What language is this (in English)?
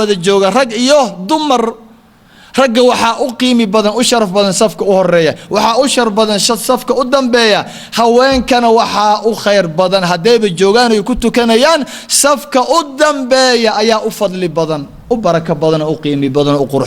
Somali